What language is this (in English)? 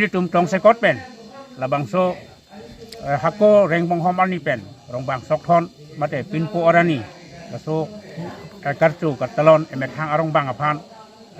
Karbi